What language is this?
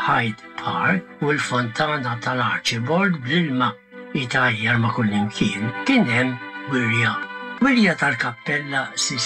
Maltese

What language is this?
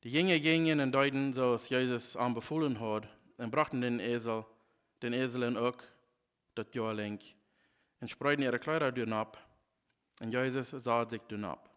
Plautdietsch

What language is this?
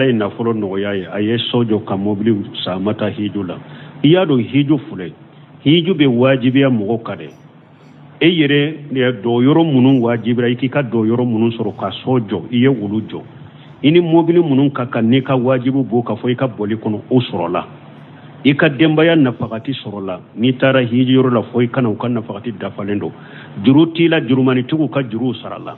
Bambara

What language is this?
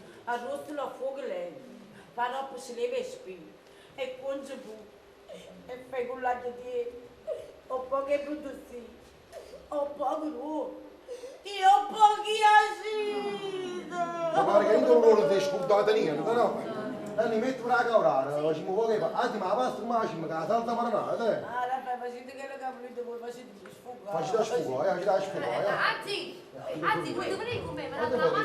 Neapolitan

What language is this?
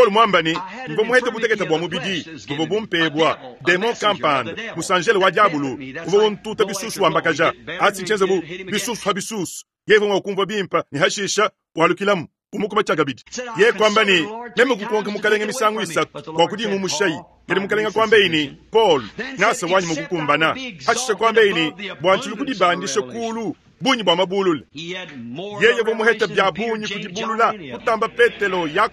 Luba-Lulua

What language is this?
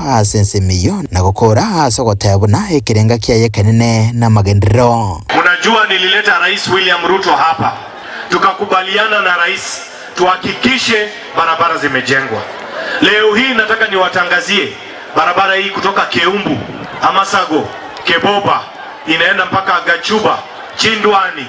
Gusii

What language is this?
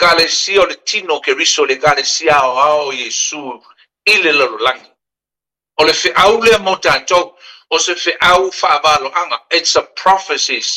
Samoan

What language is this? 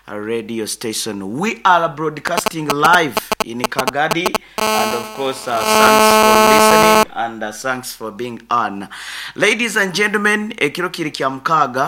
Nyoro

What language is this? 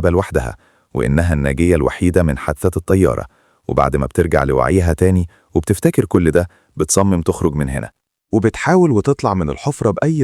Egyptian Arabic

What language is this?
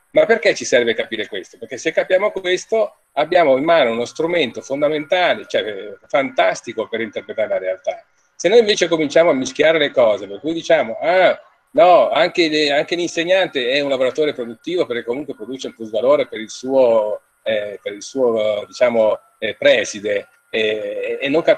Italian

